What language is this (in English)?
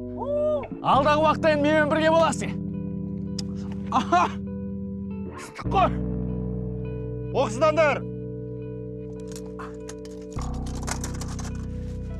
Kazakh